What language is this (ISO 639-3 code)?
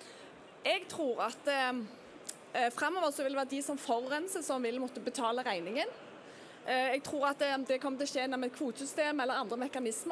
nor